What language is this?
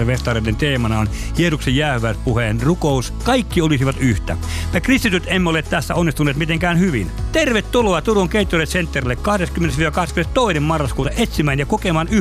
Finnish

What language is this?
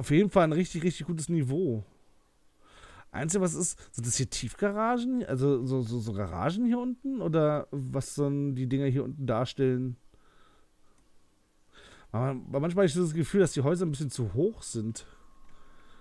German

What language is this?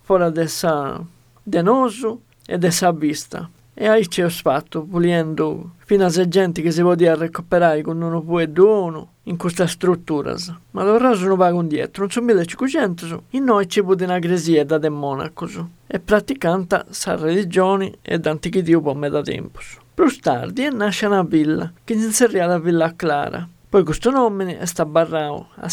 Sardinian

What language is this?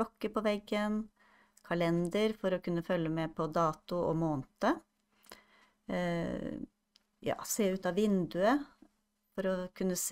Norwegian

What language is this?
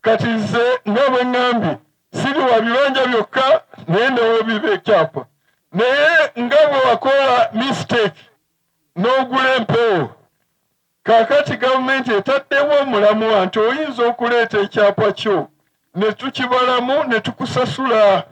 Ganda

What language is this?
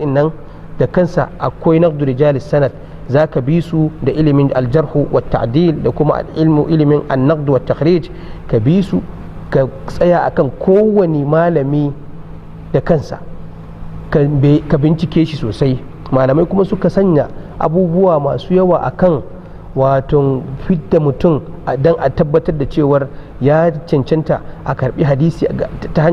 Hausa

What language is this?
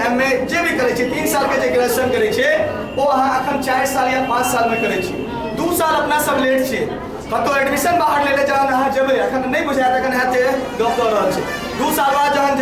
Maithili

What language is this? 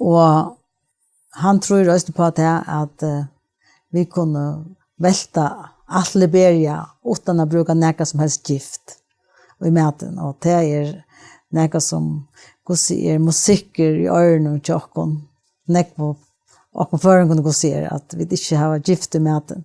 Faroese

